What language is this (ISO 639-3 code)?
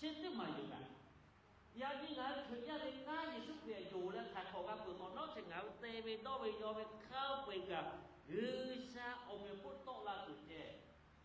lhu